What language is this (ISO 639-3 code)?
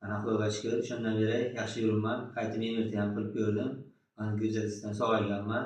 uzb